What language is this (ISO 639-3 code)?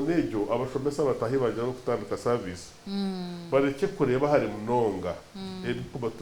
nyn